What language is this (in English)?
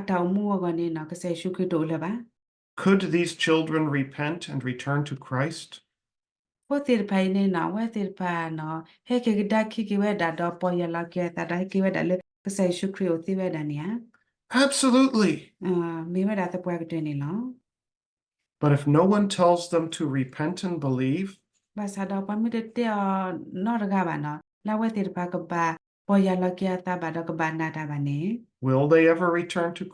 S'gaw Karen